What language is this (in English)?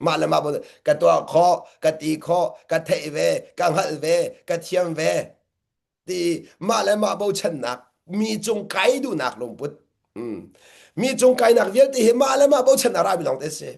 Hakha Chin